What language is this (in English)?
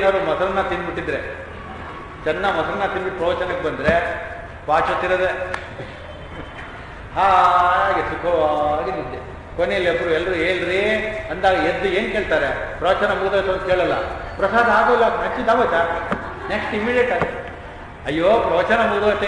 Kannada